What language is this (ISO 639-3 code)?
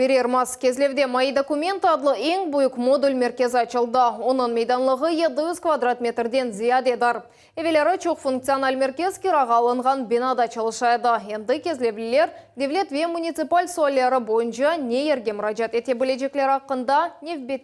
crh